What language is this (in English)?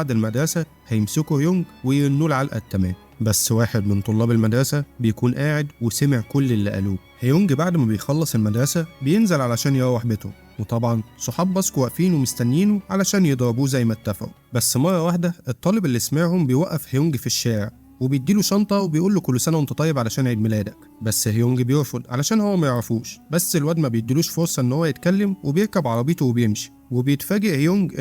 Egyptian Arabic